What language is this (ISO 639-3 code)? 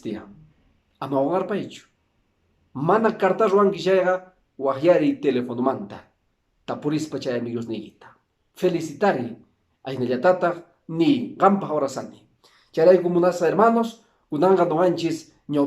que